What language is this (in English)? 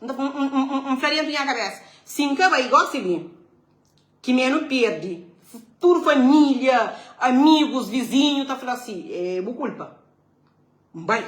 Kabuverdianu